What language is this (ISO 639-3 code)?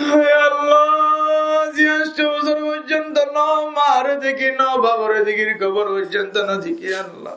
rhg